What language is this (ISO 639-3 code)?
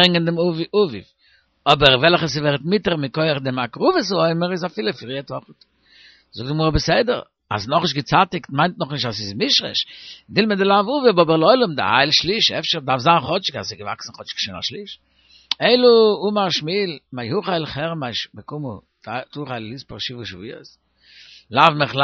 yid